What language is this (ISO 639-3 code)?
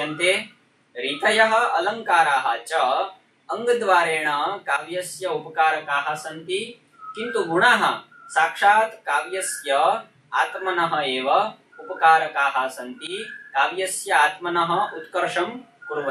san